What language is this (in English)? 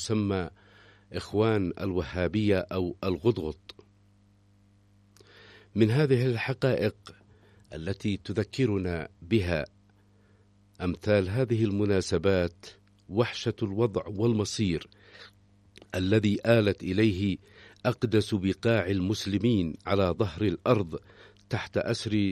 Arabic